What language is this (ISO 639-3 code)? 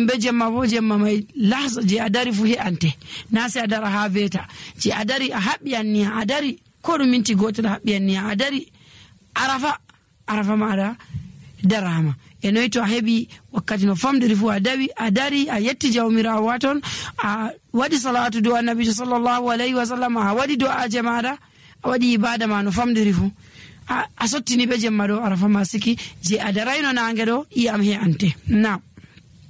fuv